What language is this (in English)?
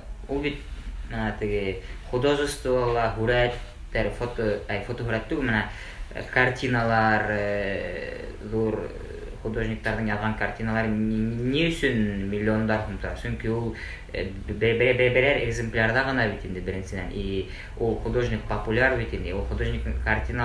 Bashkir